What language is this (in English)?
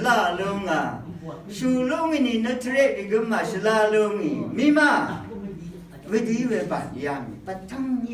Rawang